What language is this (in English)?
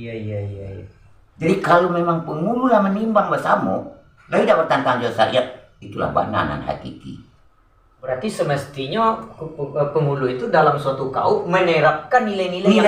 Minangkabau